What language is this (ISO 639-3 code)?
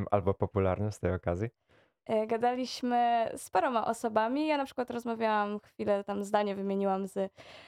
pol